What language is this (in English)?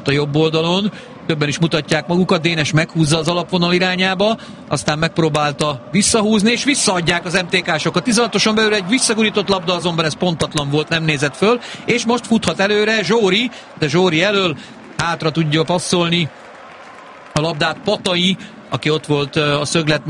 Hungarian